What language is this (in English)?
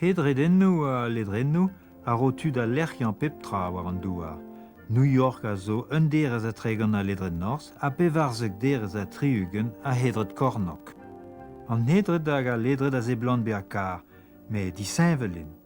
Breton